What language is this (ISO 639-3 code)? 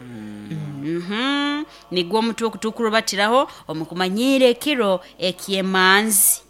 nyo